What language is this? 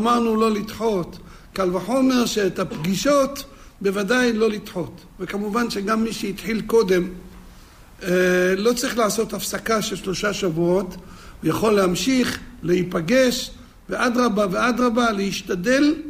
Hebrew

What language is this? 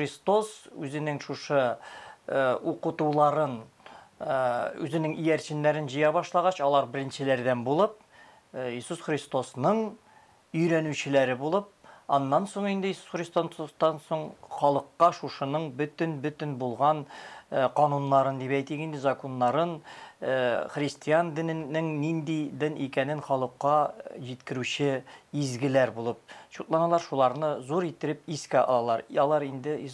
Tatar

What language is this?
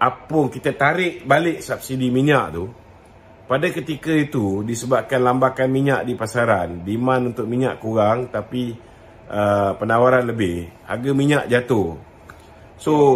Malay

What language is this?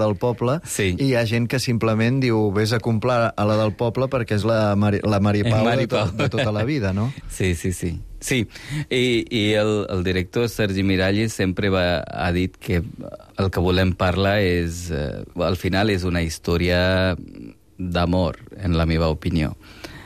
Catalan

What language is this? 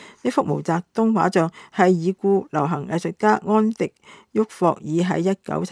Cantonese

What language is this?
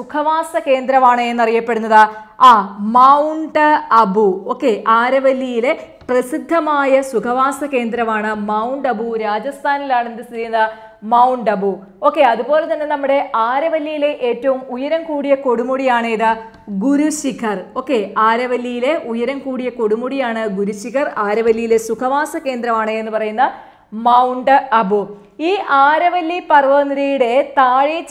Malayalam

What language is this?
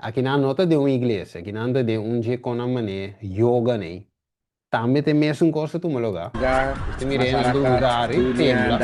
Papiamento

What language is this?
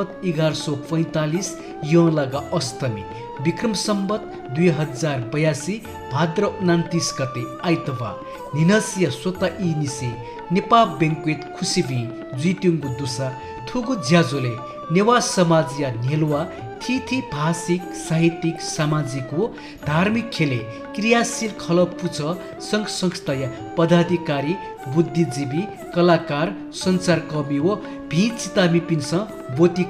Newari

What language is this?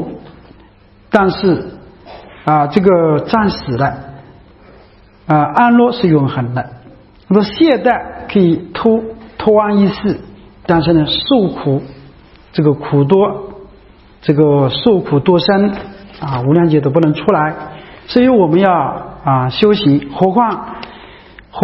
Chinese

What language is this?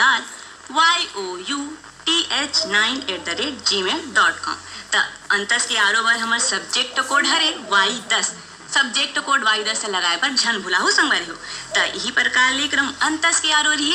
Chhattisgarhi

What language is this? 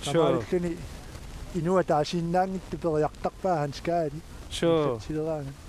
Kalaallisut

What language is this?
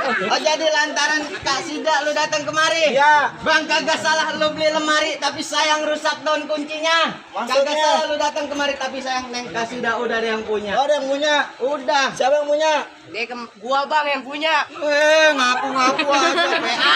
Betawi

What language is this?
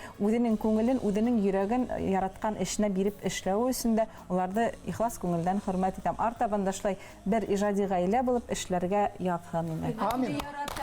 Bashkir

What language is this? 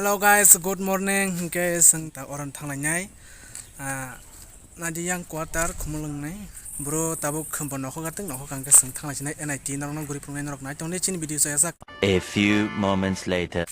Kok Borok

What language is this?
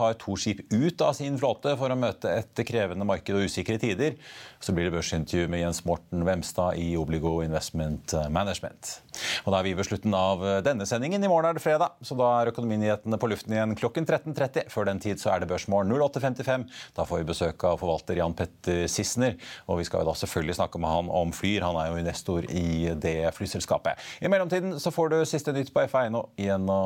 Norwegian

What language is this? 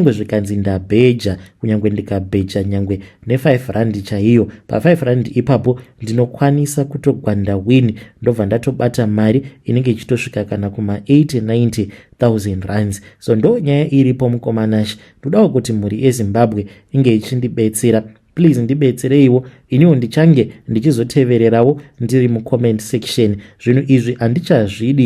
Shona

